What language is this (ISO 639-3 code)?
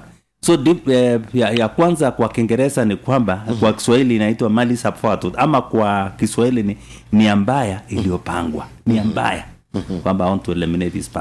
swa